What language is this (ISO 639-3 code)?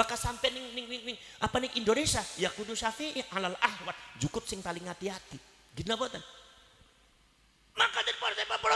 jav